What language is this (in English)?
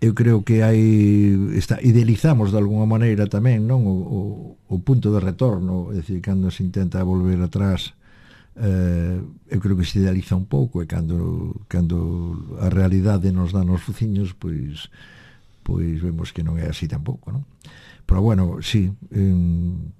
Galician